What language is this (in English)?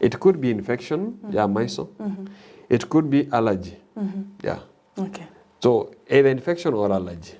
Gusii